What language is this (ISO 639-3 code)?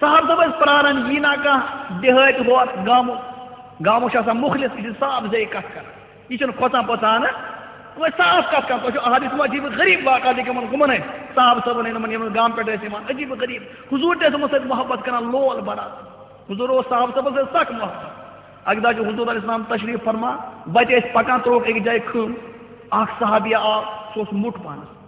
kas